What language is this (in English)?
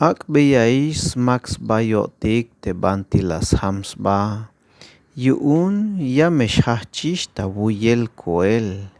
Tzeltal